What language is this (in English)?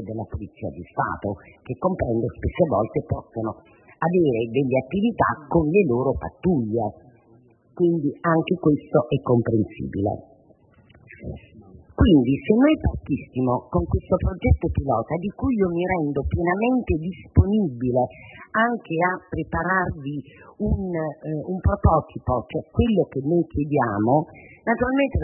Italian